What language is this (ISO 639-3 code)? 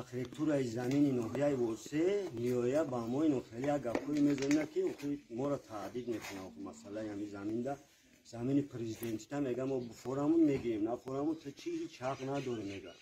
tgk